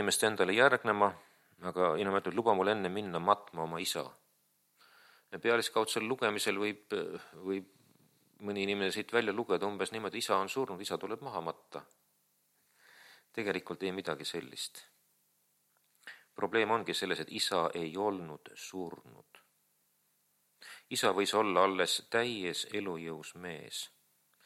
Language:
Estonian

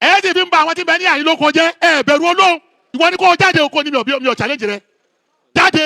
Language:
Yoruba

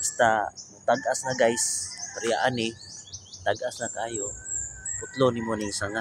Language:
Cebuano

